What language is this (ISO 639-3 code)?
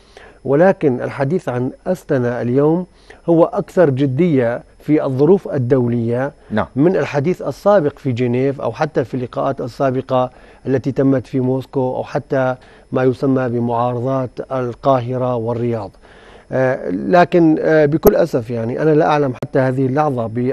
ara